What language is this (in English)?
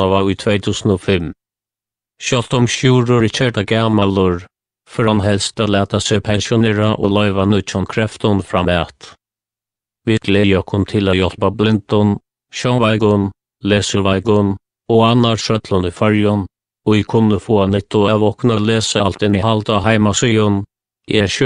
Faroese